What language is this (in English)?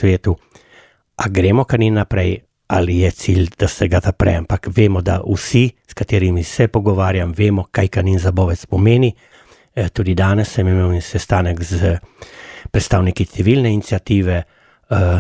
Slovenian